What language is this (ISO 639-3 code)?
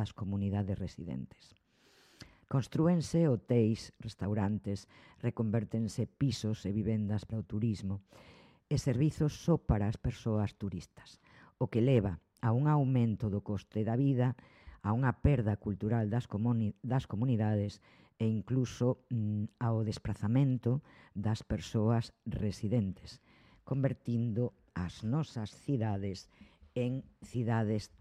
glg